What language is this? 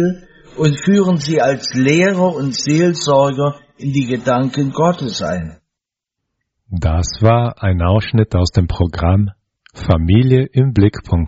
German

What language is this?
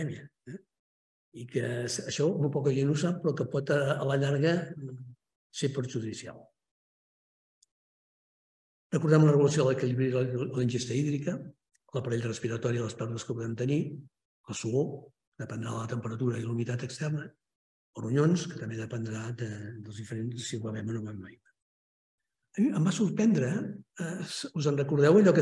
Catalan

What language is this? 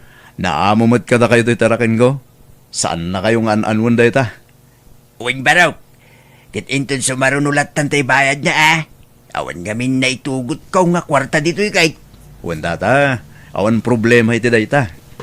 Iloko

